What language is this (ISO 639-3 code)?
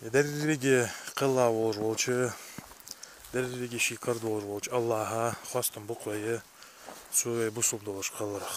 inh